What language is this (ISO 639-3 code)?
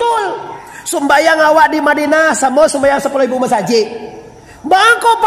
min